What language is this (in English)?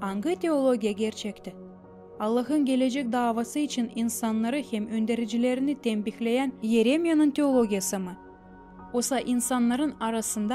Gagauz